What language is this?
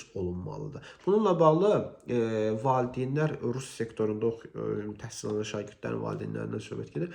Azerbaijani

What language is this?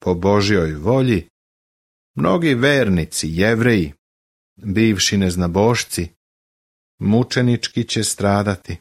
Serbian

